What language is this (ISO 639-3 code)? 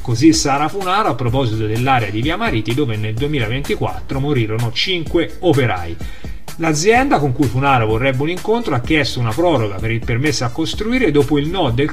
ita